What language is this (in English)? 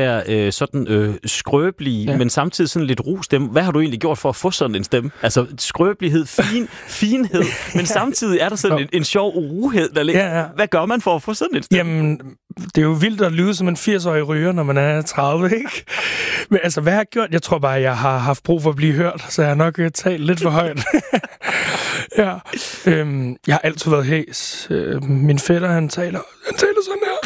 Danish